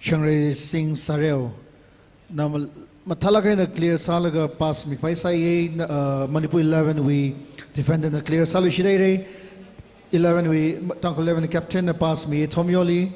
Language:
Tangkhul Naga (India)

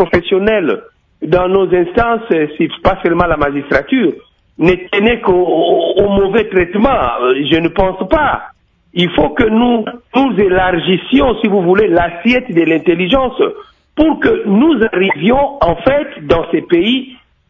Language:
French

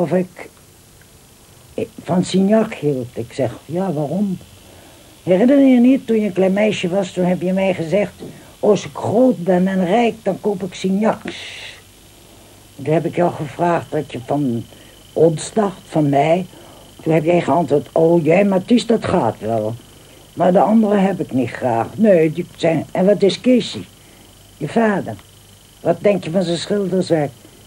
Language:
Dutch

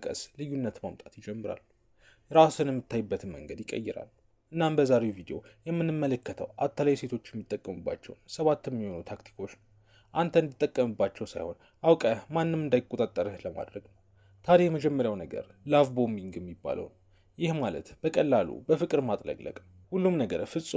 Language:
Amharic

